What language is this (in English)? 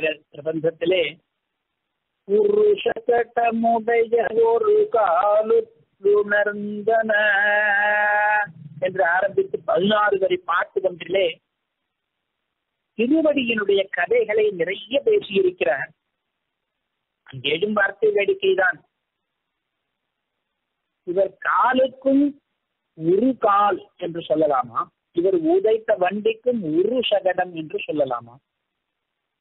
Tamil